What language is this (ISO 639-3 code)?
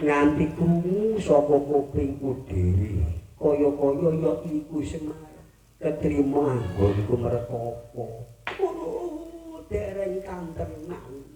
jav